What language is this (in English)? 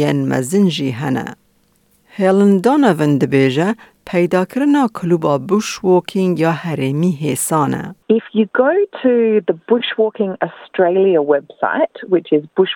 Kurdish